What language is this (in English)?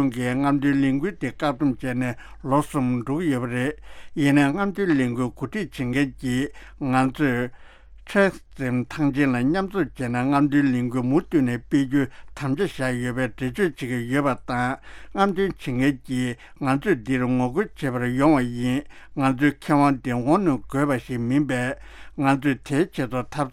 Tibetan